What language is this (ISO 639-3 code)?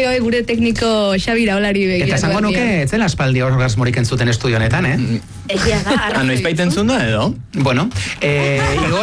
eus